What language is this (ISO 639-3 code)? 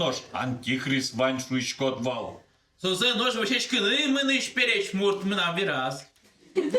udm